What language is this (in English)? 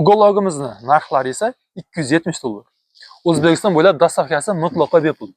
Uzbek